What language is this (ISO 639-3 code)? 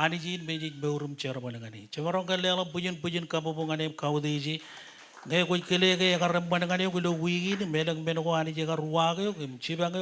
mah